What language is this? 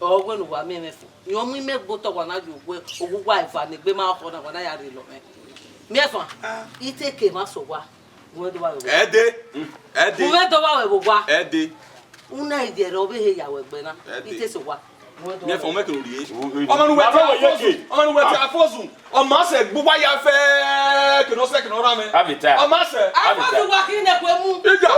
Bini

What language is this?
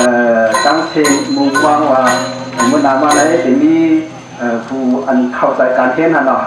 Shan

